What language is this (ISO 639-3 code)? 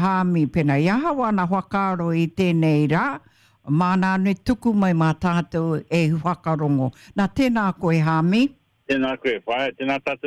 mri